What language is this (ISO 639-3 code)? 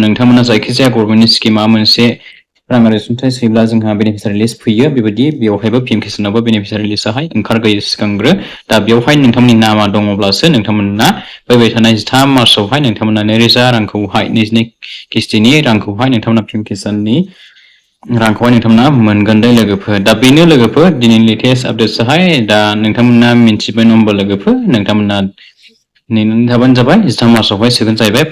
brx